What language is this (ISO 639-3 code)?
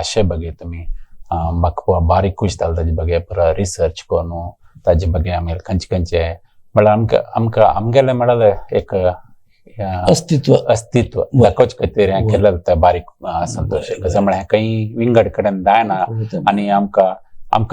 kok